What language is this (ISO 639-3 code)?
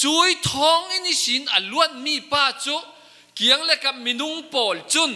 cfm